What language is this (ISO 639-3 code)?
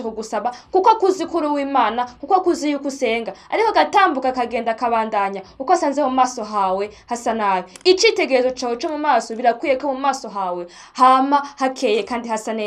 run